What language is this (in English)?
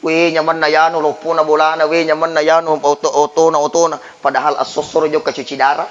Buginese